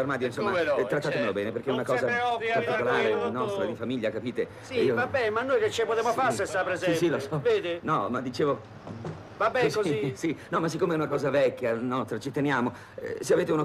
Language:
Italian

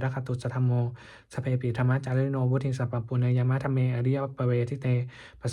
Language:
Pali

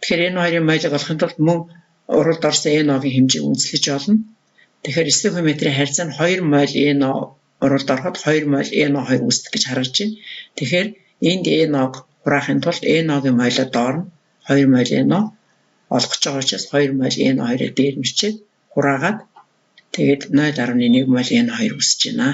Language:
Mongolian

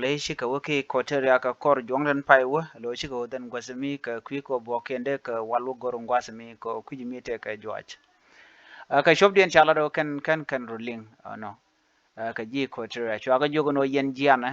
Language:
Nuer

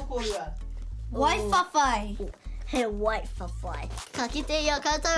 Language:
Māori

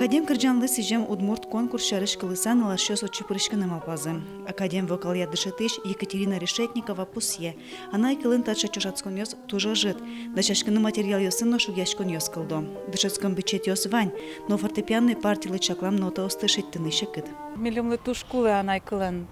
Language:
Udmurt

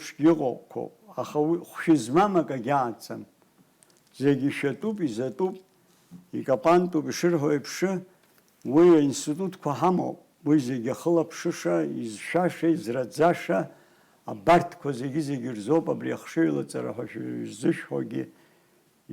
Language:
Abkhazian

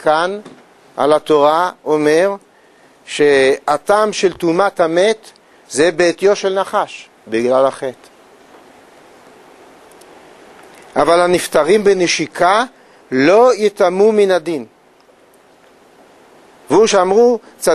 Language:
Hebrew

